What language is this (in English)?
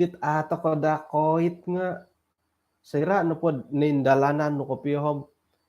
Central Dusun